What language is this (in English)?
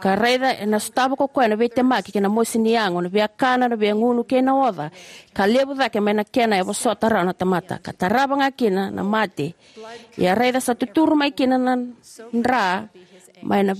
Fijian